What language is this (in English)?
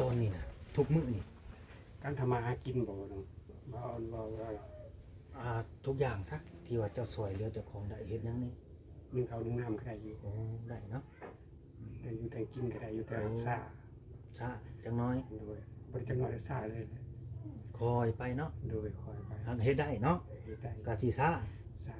Lao